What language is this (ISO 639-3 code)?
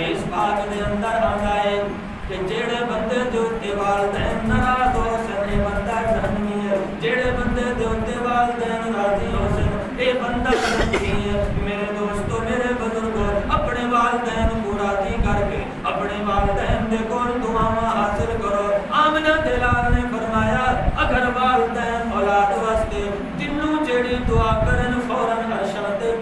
skr